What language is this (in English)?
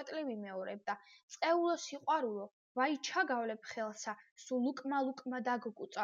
Georgian